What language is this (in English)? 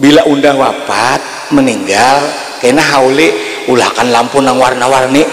Banjar